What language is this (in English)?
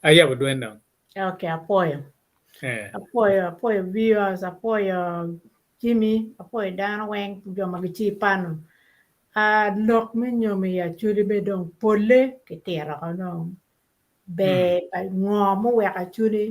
Acoli